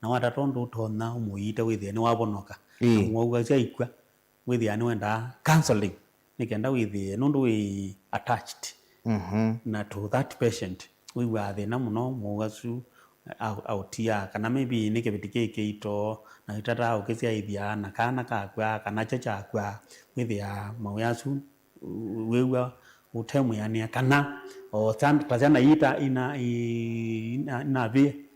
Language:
Kamba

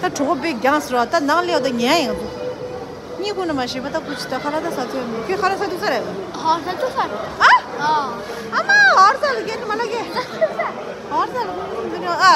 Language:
Tibetan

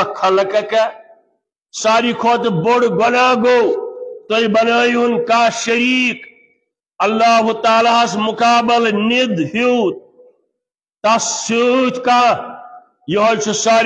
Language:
Kashmiri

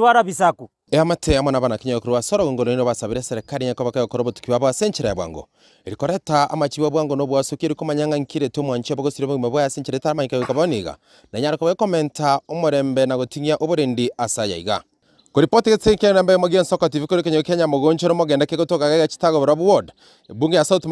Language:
Gusii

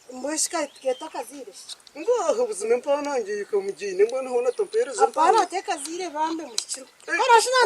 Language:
Nyankole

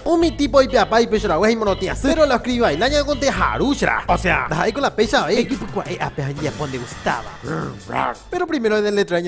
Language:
Guarani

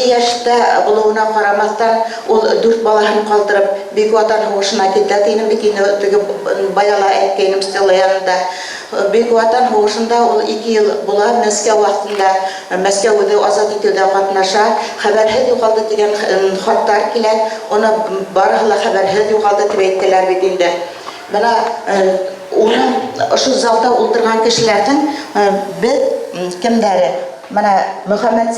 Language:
Bashkir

